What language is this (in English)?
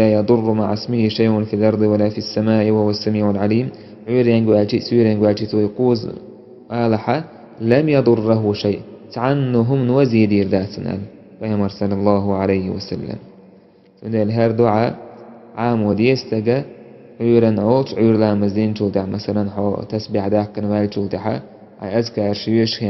Chechen